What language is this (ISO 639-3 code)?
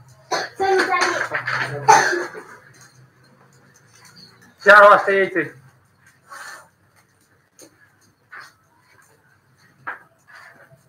mar